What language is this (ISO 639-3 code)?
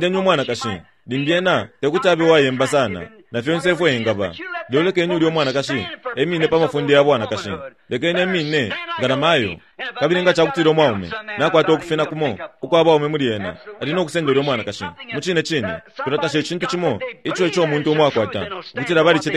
bem